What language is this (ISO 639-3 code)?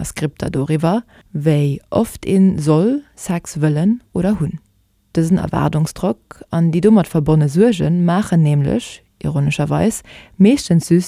ltz